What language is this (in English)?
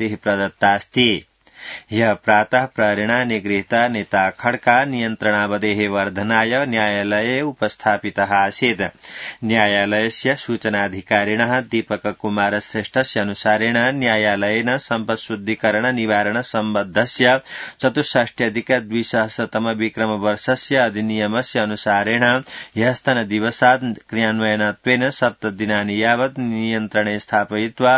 Sanskrit